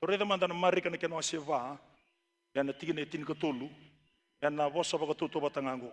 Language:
Fijian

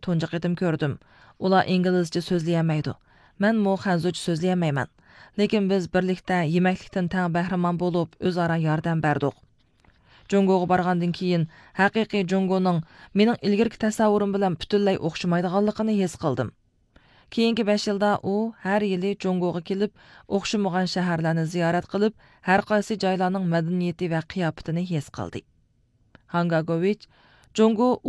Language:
Uyghur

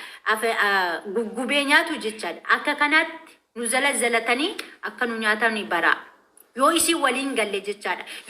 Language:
Oromo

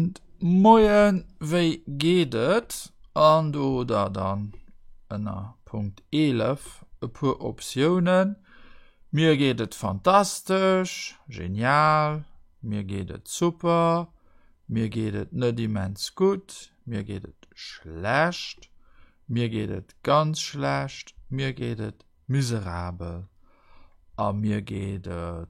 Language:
Luxembourgish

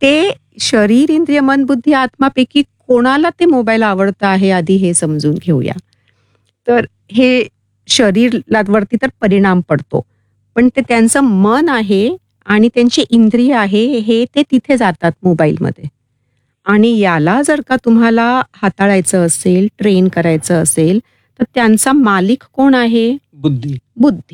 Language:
Marathi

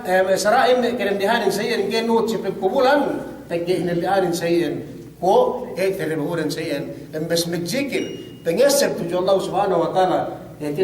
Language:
Yakan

